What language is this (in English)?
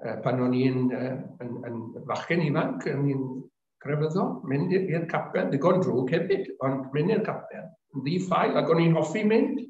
Welsh